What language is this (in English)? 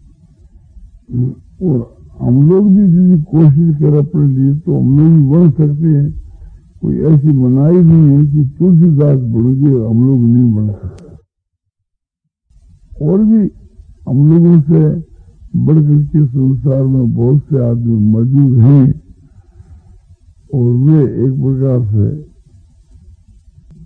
Hindi